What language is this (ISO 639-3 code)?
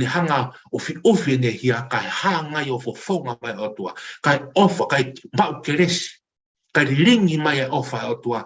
ton